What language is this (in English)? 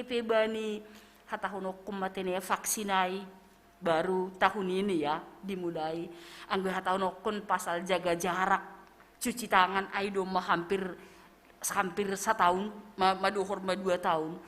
Batak Simalungun